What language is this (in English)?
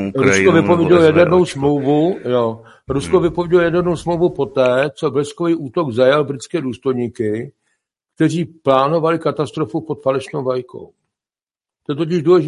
Czech